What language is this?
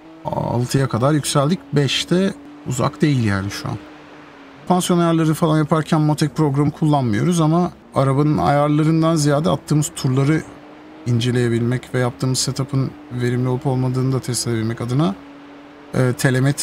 Turkish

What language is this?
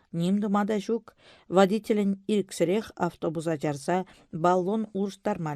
Chuvash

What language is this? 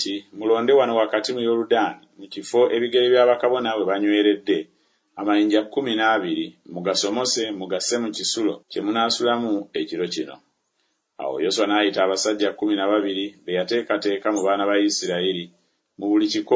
Ganda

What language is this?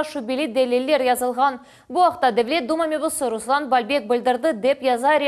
Crimean Tatar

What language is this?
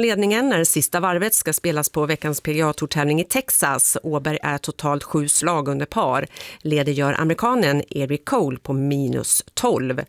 Swedish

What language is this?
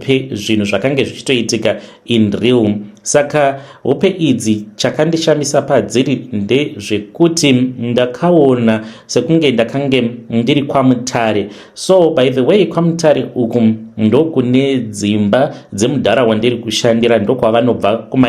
Shona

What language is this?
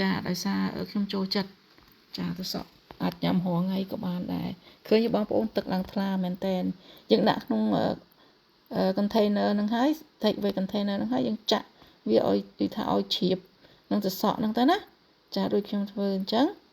Khmer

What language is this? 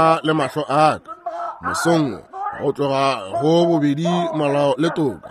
Northern Sotho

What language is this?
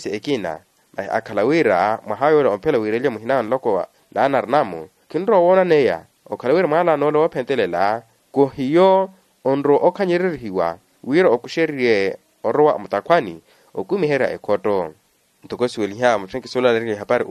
Makhuwa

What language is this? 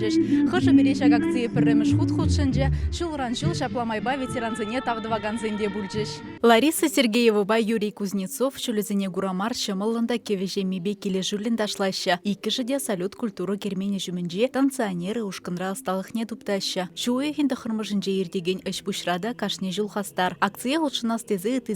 Chuvash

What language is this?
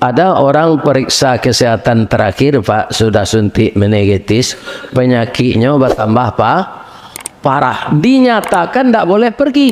Minangkabau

